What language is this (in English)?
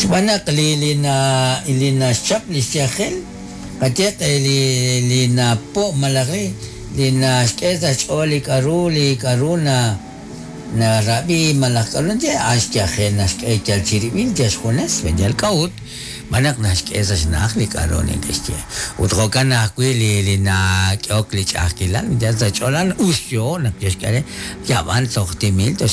Kekchí